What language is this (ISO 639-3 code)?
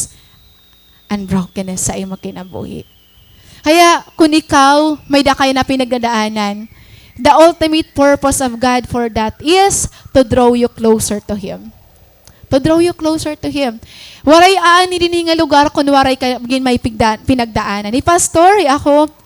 war